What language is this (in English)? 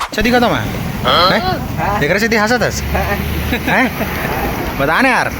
Chhattisgarhi